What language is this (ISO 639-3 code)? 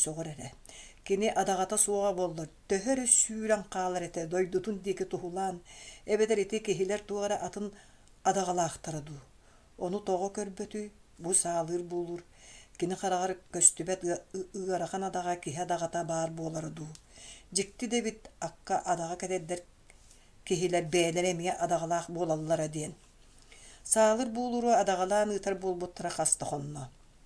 sah